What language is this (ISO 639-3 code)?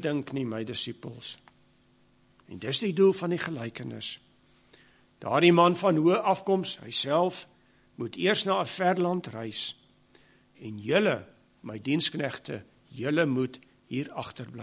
afr